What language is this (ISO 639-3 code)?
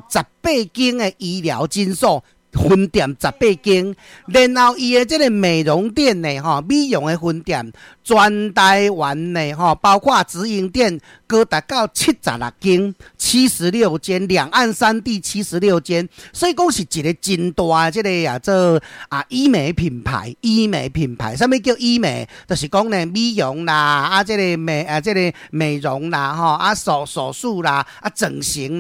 nan